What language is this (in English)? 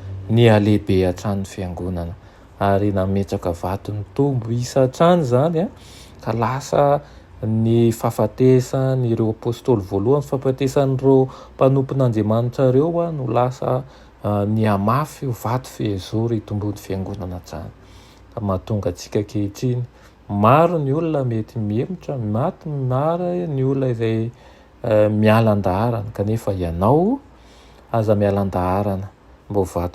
Malagasy